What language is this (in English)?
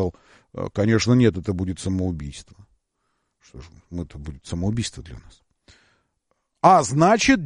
Russian